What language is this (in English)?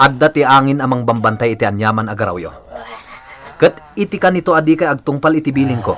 Iloko